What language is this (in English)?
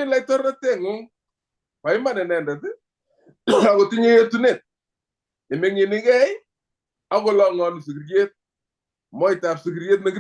Kalenjin